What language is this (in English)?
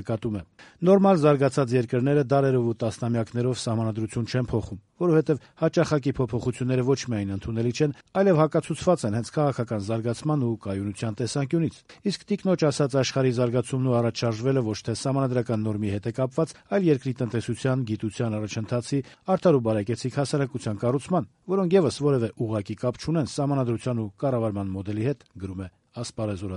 Armenian